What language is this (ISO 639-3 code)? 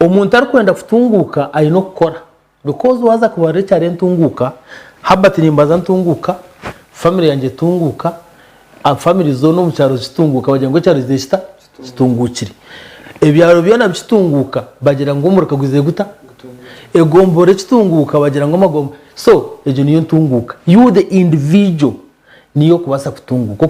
nyn